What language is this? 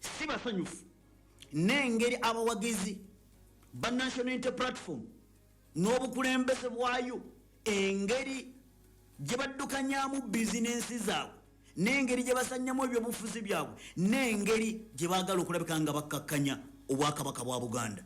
Ganda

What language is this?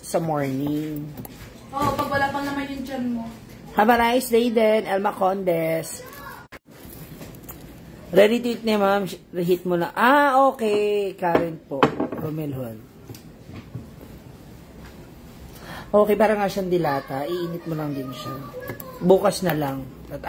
Filipino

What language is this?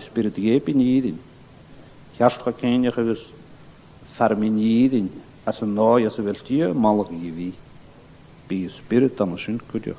Scottish Gaelic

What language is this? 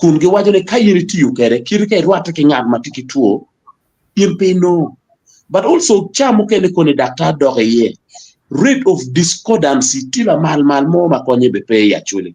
Acoli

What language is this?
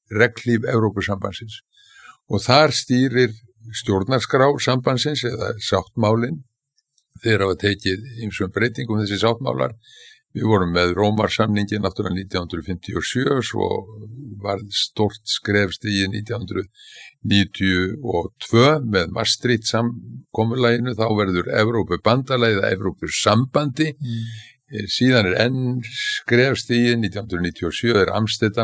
Icelandic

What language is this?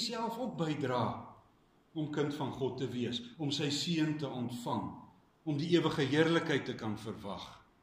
Afrikaans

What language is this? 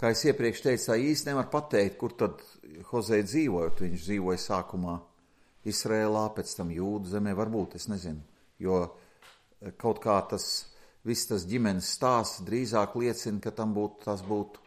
Latvian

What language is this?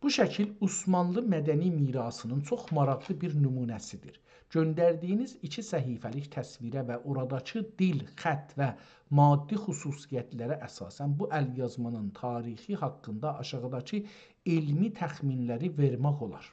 South Azerbaijani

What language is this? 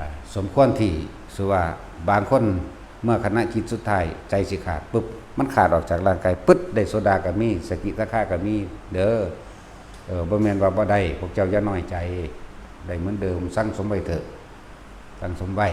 Lao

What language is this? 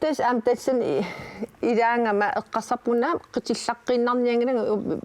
Kalaallisut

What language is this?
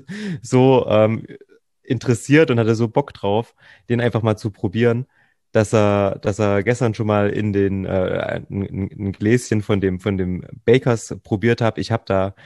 German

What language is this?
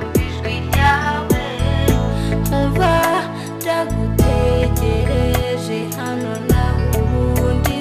Kinyarwanda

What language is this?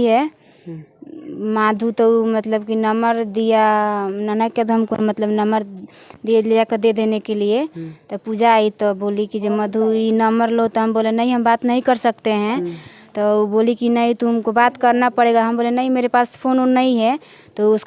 Bhojpuri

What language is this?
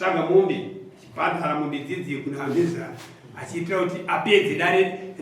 Shona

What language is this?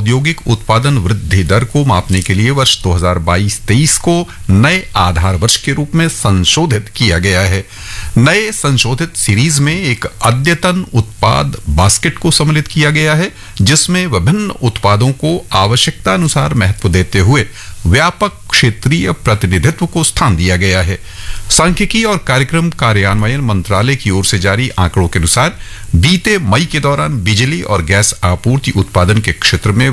Hindi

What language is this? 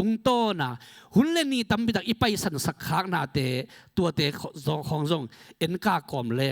Tedim Chin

